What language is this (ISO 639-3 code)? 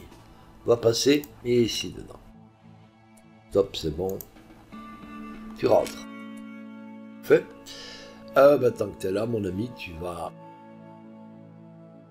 fra